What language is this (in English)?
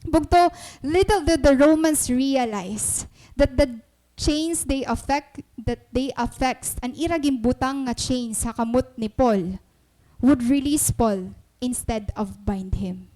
Waray